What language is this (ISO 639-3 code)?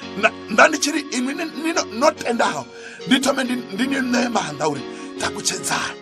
ven